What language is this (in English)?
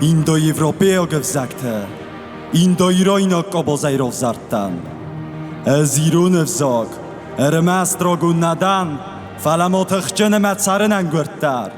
Ossetic